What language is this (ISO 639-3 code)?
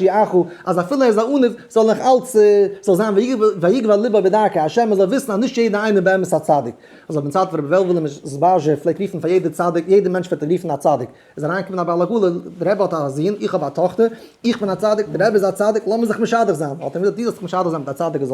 yid